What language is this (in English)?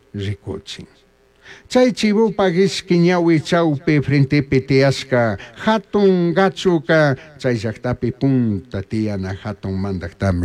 Chimborazo Highland Quichua